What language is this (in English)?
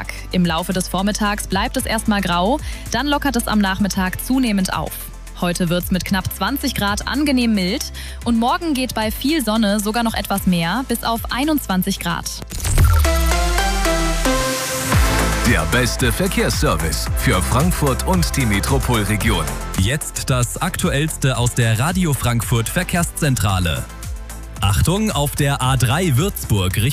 German